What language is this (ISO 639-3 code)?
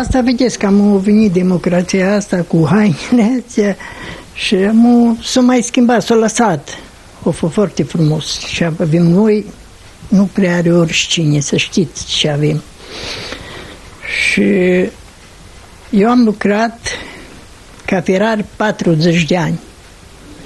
ron